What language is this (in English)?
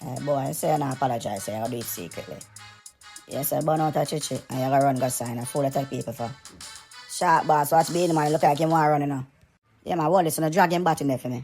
Jamaican Creole English